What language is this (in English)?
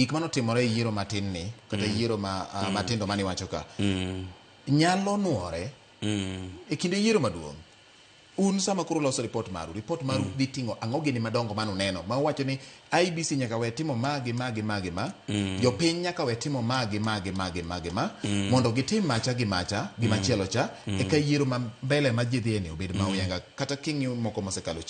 Luo (Kenya and Tanzania)